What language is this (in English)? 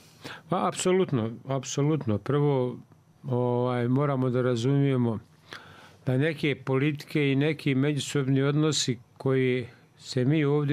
Bosnian